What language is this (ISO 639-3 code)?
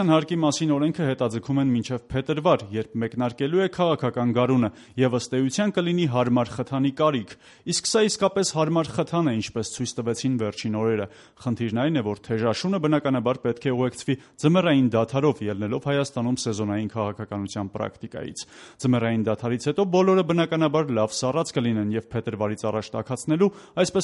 hye